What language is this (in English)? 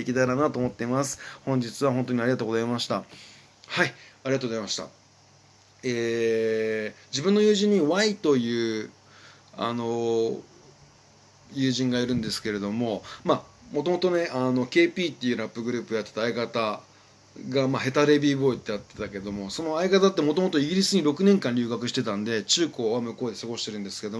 Japanese